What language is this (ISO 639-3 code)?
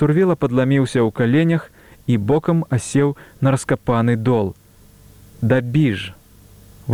bel